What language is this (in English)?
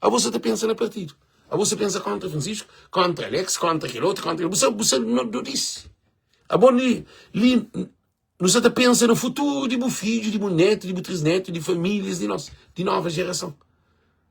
Kabuverdianu